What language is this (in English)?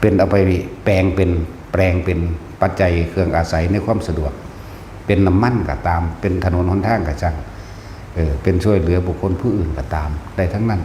Northeastern Thai